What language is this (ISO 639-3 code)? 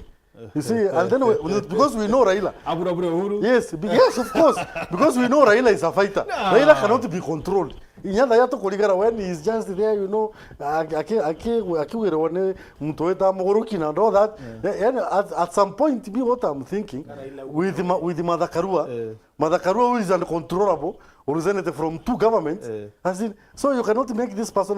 mer